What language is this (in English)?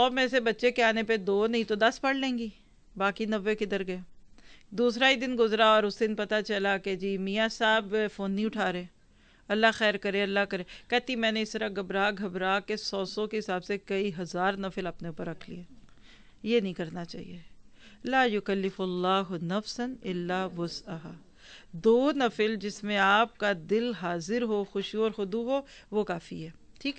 Urdu